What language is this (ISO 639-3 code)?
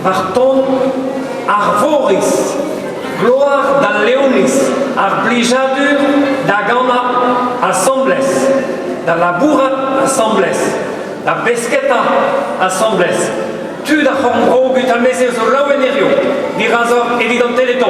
bre